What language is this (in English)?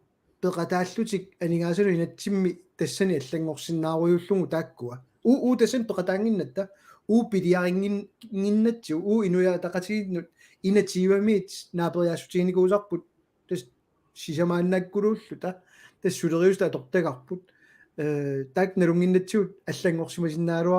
Kalaallisut